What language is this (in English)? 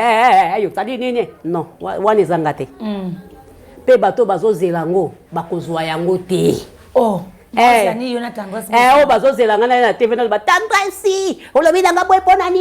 Lingala